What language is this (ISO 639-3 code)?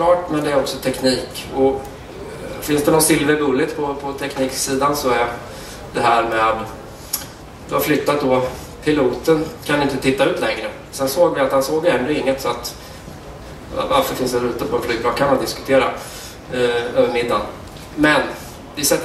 swe